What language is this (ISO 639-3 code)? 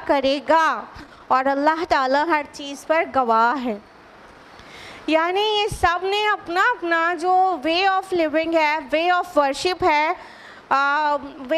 urd